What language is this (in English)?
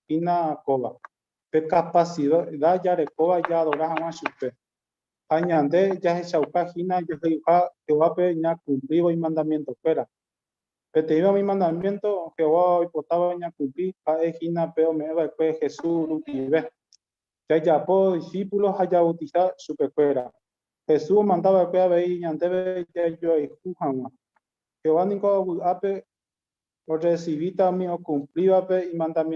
Guarani